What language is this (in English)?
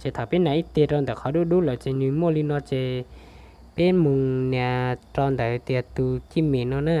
Hmong